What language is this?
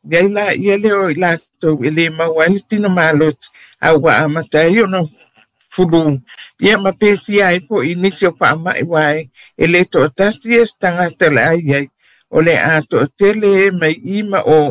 Samoan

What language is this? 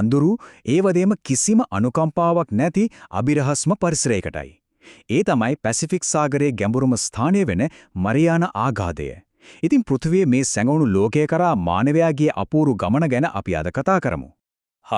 Sinhala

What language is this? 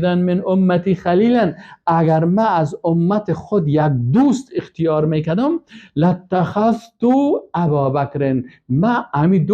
Persian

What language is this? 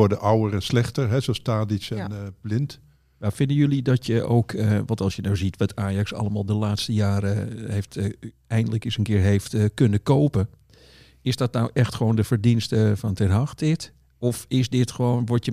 Dutch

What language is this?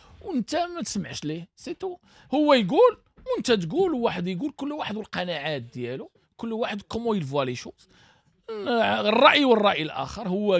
Moroccan Arabic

